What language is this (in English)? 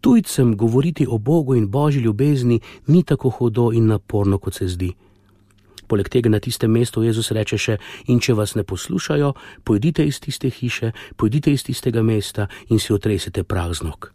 Slovenian